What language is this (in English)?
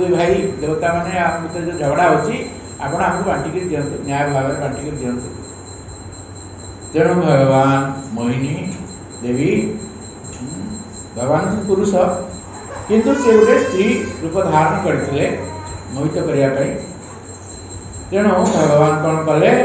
Odia